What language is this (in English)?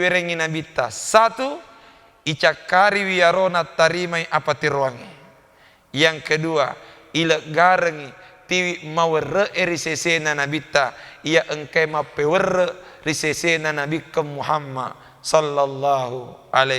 Buginese